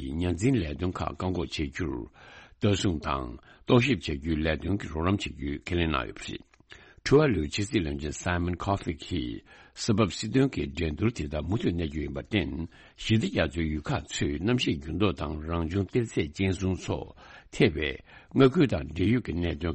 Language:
Tibetan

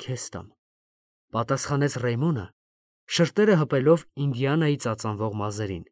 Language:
Armenian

